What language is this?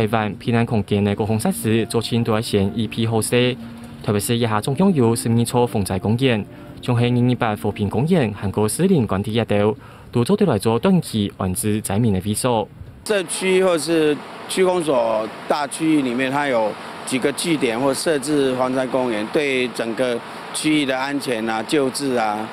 Hakka Chinese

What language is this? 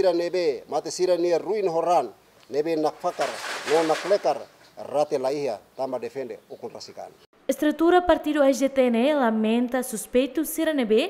Tetum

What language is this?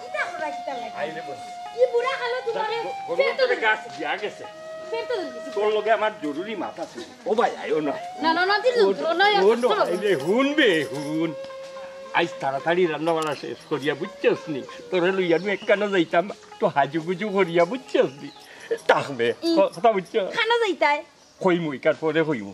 Sylheti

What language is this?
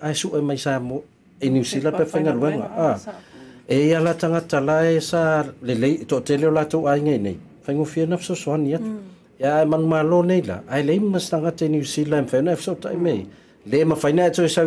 Samoan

